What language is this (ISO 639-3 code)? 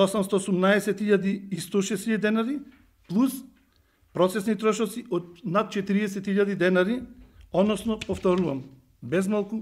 mkd